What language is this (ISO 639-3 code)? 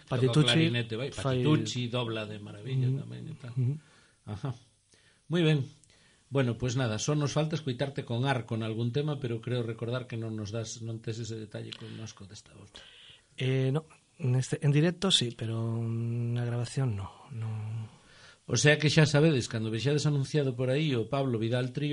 glg